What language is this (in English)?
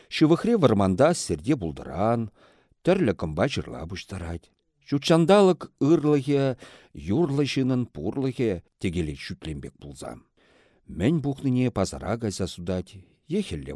Chuvash